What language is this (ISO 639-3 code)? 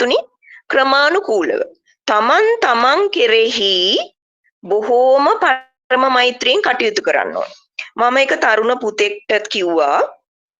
sin